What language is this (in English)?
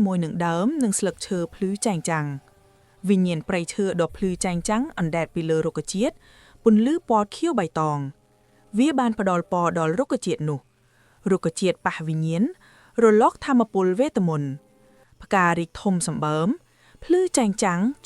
Khmer